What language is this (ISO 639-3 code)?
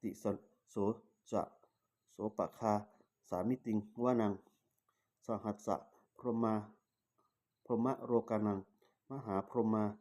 pli